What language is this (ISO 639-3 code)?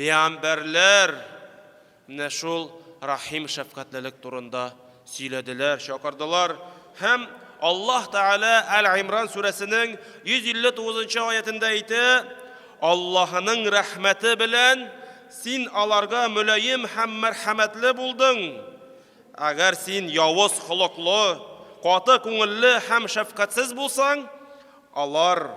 tat